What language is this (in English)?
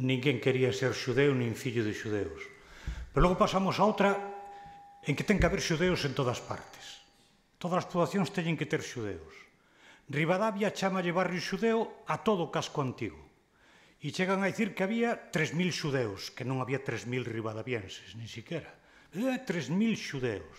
Galician